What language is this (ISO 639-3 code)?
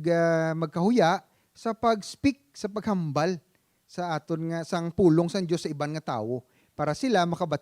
hil